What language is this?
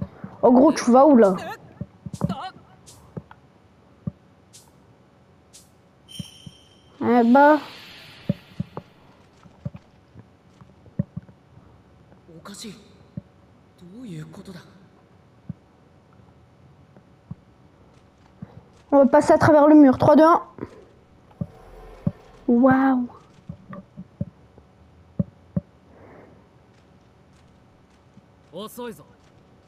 French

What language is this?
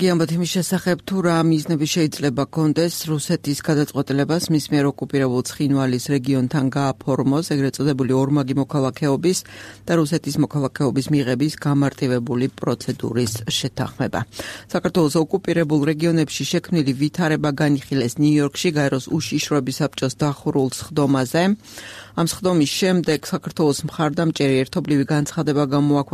Georgian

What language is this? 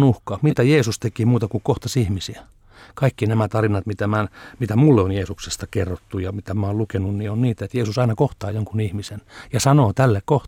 Finnish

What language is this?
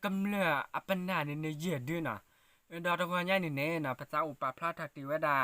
S'gaw Karen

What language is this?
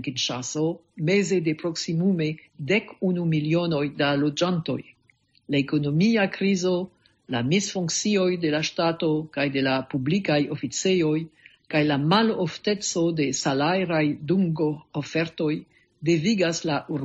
Esperanto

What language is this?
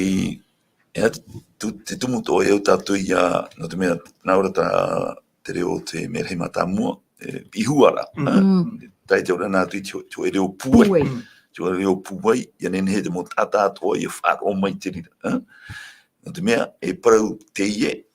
Tahitian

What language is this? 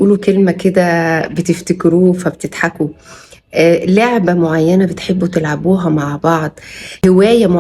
Egyptian Arabic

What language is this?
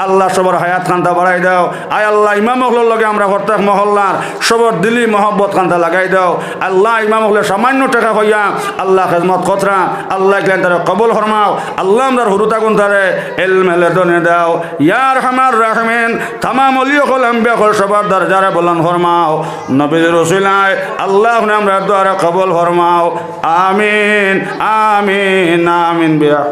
Sylheti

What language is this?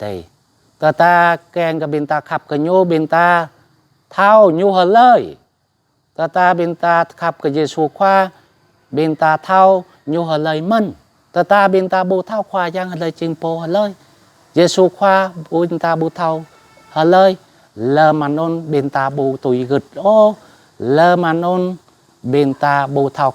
Jarai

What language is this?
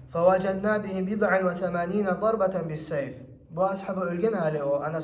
Kumyk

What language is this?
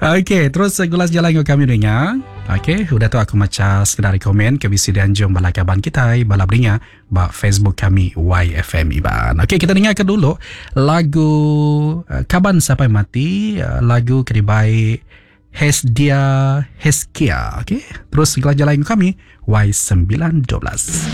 Iban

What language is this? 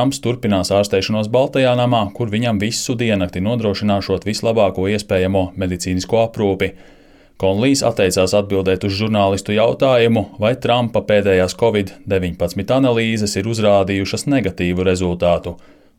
Latvian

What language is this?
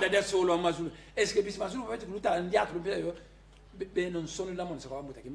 Kongo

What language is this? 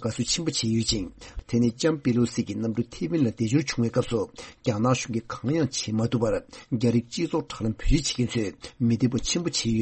Tibetan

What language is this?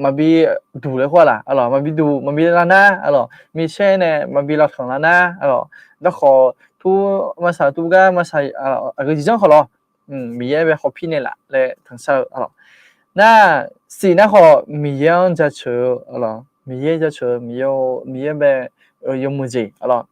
Akha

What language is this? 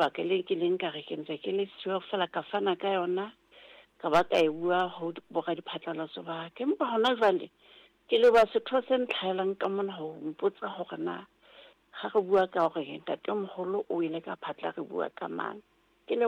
Southern Sotho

